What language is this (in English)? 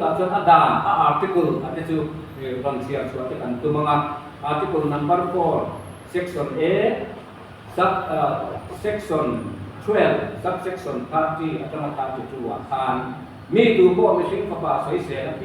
Mizo